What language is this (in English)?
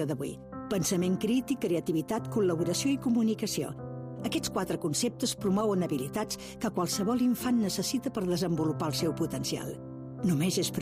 Catalan